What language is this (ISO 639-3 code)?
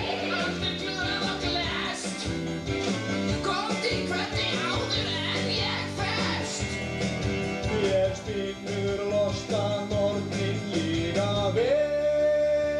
isl